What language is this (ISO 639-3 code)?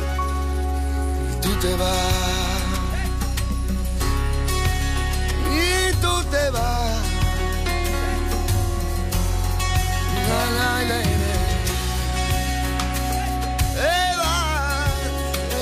spa